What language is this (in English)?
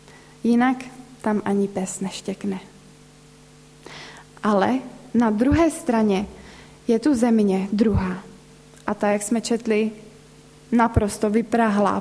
Czech